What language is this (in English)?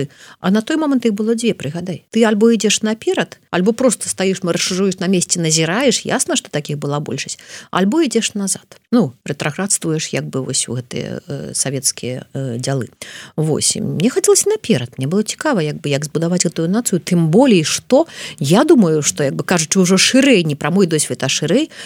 Belarusian